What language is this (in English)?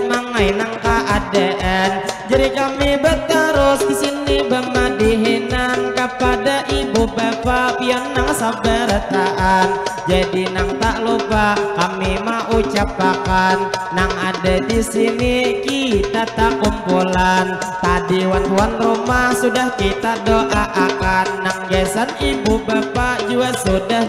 Banjar